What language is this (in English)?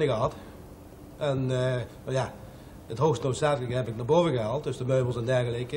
Dutch